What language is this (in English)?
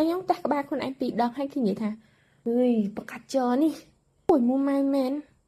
Khmer